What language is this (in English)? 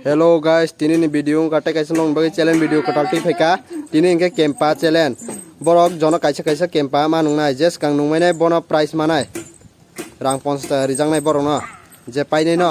Kok Borok